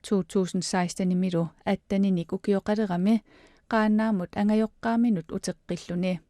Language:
Kalaallisut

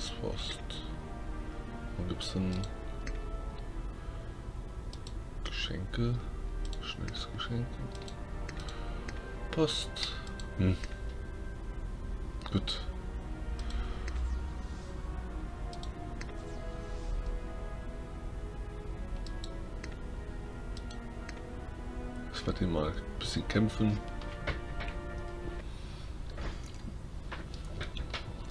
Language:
German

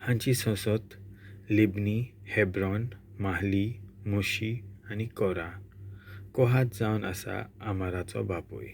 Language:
Konkani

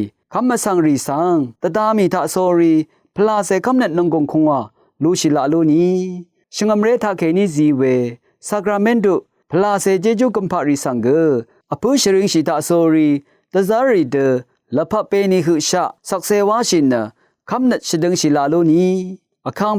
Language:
Rawang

